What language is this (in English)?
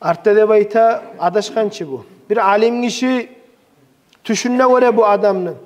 Kumyk